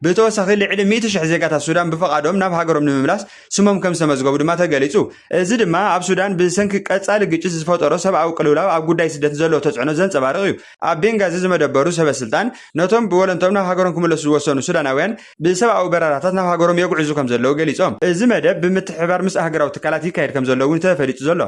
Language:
Tigrinya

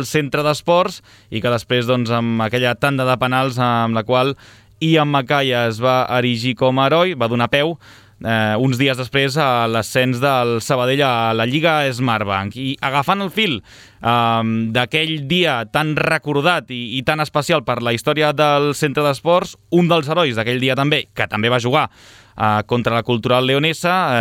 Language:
Catalan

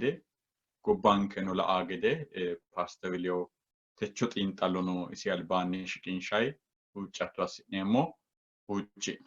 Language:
Sidamo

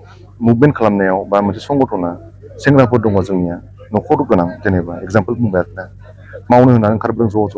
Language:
Bodo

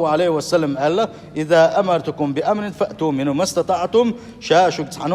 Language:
Chechen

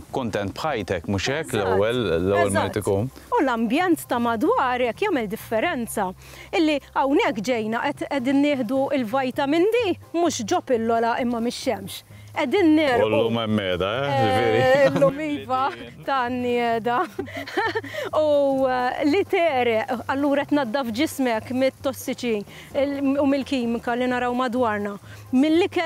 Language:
Maltese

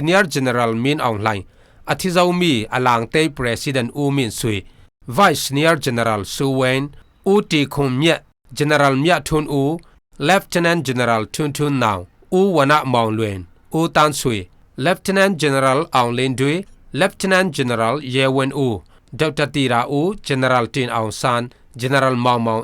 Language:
Falam Chin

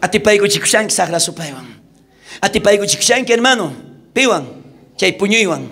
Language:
South Bolivian Quechua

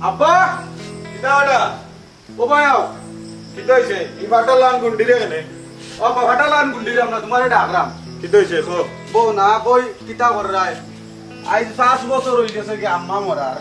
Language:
Sylheti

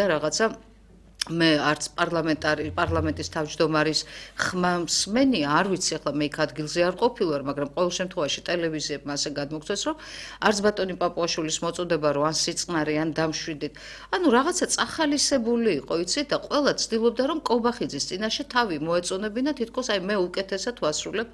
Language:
Georgian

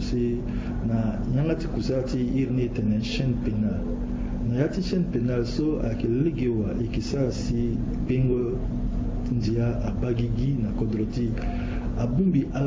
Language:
Sango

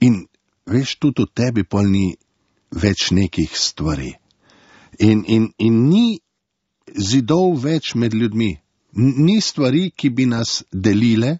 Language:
Slovenian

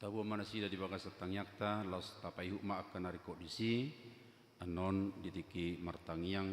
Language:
Batak Toba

